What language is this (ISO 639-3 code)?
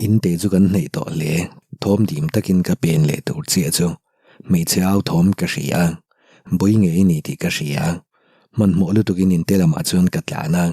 lus